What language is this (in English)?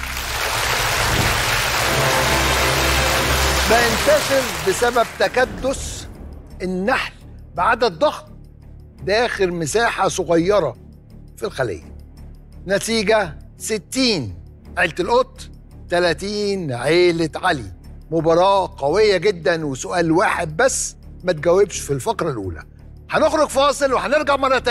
Egyptian Arabic